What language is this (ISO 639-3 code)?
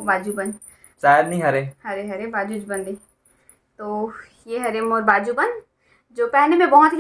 hne